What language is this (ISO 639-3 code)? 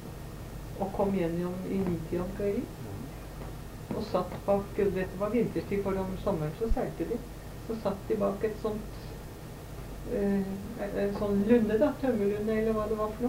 nor